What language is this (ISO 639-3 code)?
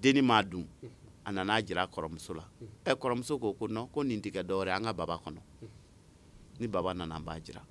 bam